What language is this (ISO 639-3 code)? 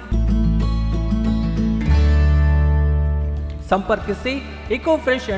kan